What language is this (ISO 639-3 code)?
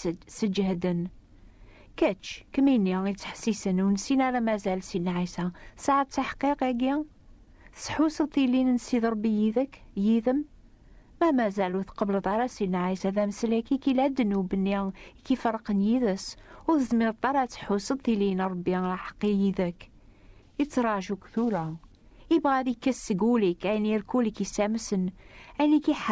kab